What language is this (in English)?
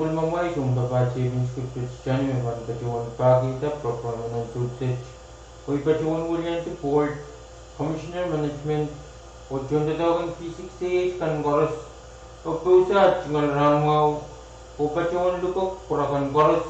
Pohnpeian